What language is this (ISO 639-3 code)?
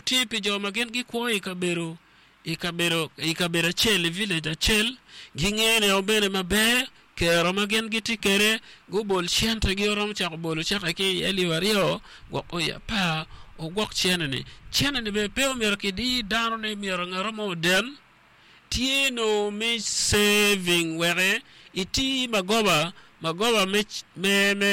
ach